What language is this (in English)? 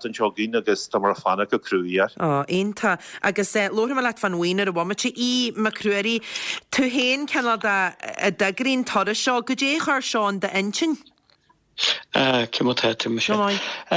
Irish